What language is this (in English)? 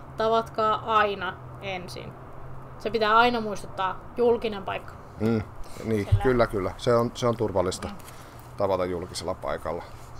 Finnish